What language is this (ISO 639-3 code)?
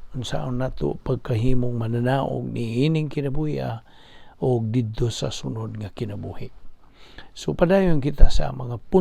ceb